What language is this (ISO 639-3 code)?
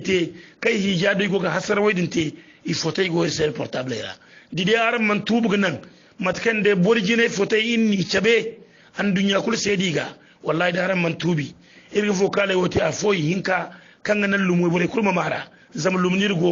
hau